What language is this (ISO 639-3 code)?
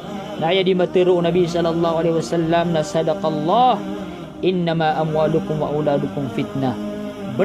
mrw